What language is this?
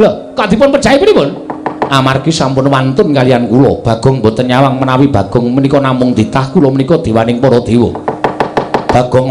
Javanese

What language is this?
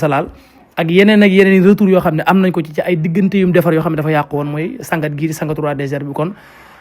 Wolof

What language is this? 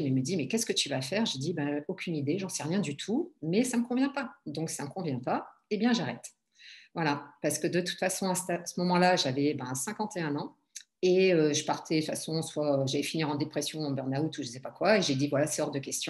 French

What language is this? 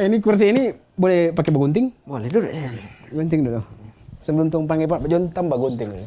Manado Malay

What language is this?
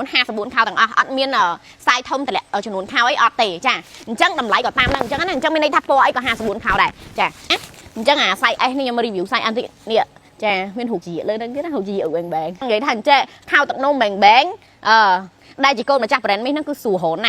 Khmer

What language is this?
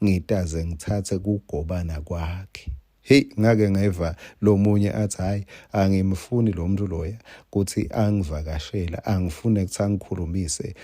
Swati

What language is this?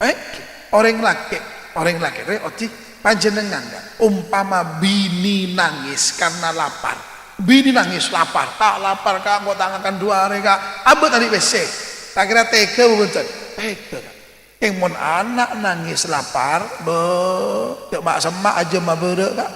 Madurese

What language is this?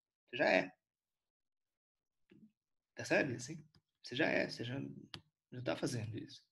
Portuguese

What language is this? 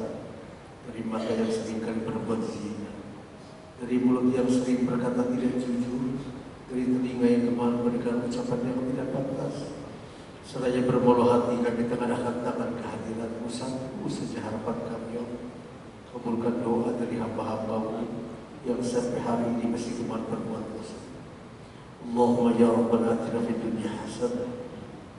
Indonesian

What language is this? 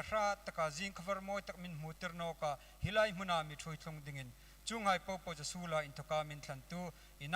Hmar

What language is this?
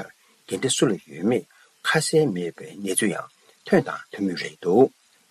Tibetan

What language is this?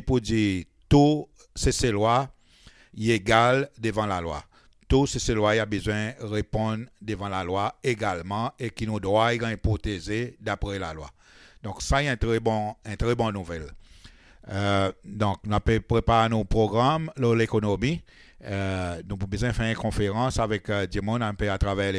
Seselwa Creole French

